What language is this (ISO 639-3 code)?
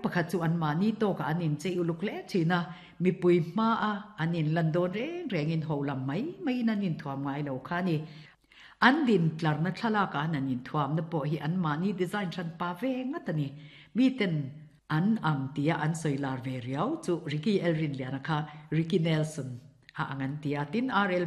lus